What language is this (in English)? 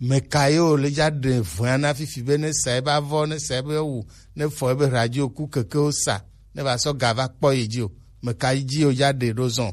Gen